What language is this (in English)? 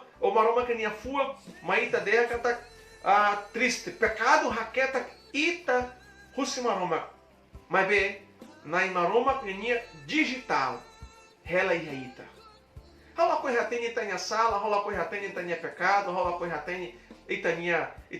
Tetum